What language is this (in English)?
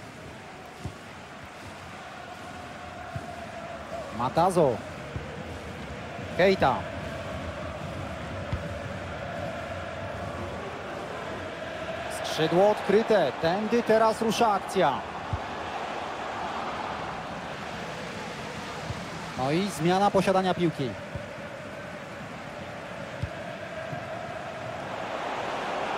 Polish